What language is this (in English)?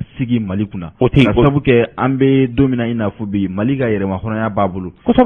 Bambara